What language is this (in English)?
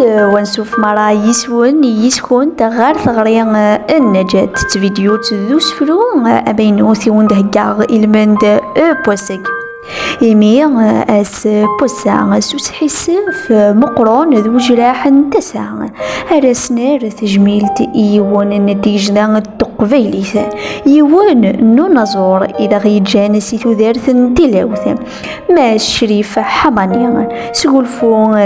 Kabyle